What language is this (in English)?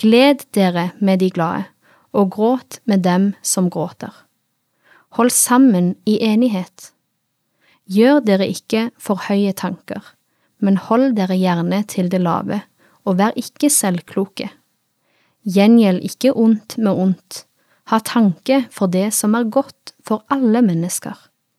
Norwegian